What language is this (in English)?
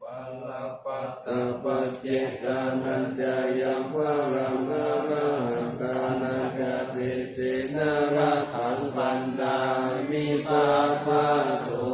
Pali